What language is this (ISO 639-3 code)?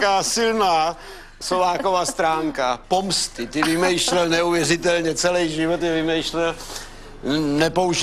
ces